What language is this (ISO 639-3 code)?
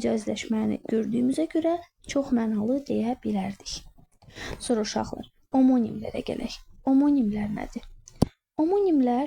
aze